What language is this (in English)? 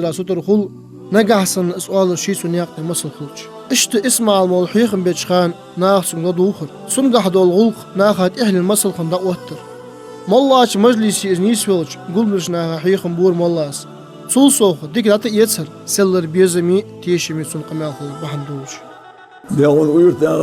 Ingush